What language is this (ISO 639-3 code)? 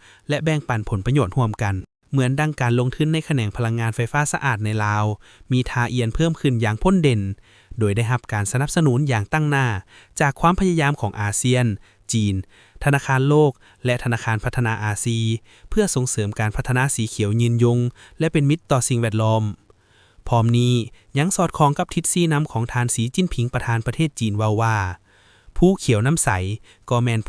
lao